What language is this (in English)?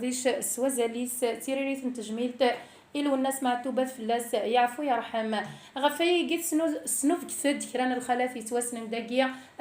Kabyle